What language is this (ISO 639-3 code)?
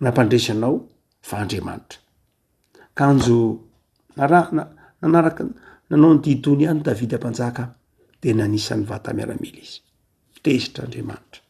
mlg